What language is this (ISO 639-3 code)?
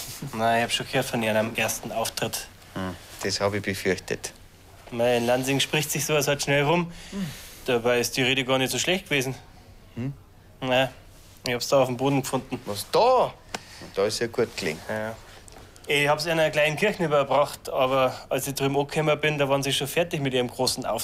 bar